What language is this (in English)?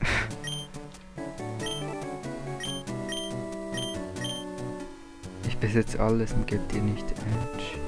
Swiss German